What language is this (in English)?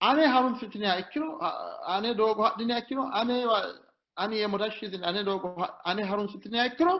Sidamo